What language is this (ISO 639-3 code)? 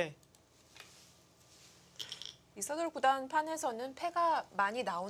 kor